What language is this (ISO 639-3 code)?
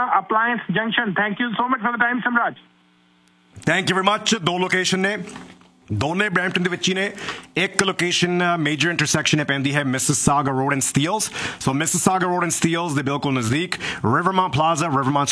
pan